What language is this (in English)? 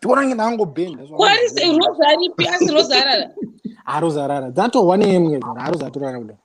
Shona